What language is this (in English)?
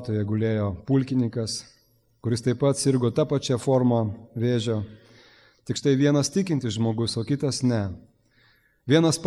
Lithuanian